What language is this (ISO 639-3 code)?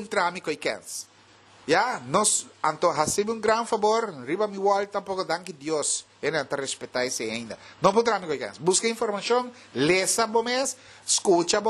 pap